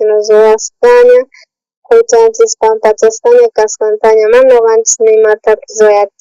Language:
South Bolivian Quechua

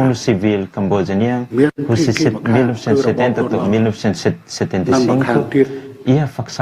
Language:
Tetum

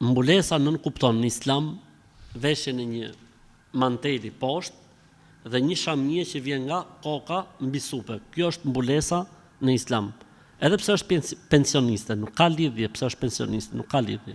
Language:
Albanian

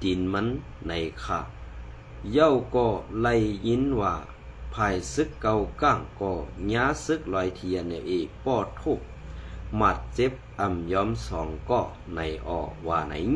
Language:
Shan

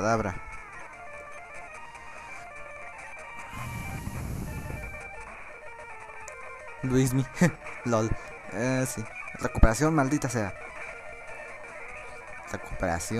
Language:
Spanish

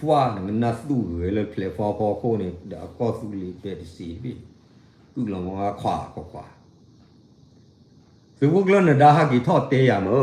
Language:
S'gaw Karen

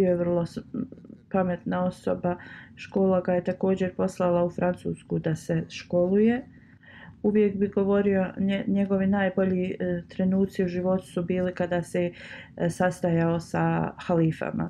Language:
Bosnian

